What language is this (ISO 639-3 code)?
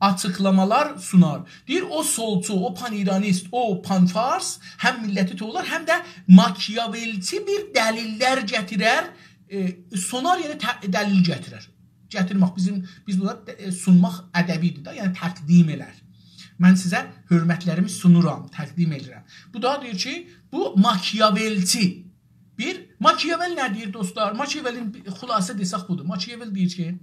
azb